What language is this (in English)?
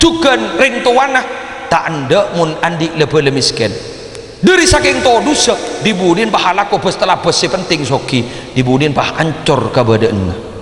Madurese